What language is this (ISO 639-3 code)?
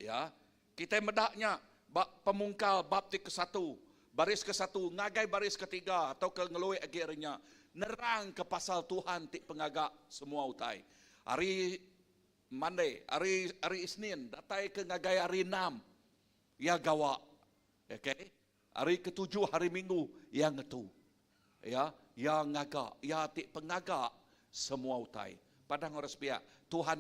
iba